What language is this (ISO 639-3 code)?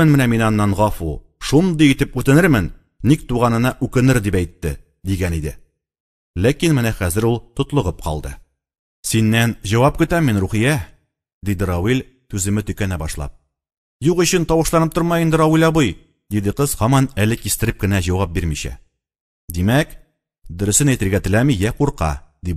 tat